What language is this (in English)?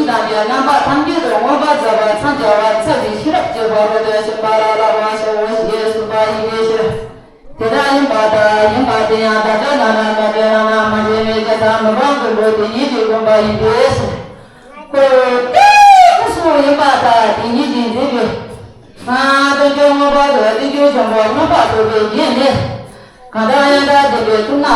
Tibetan